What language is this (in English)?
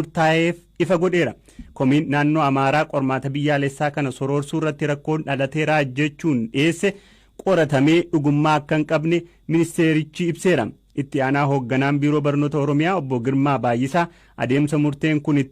Oromo